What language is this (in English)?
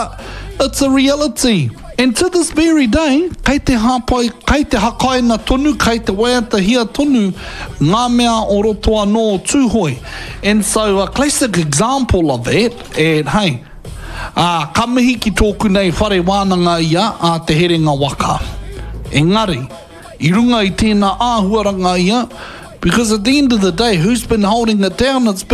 Māori